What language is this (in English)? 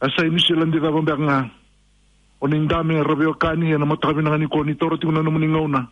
Fijian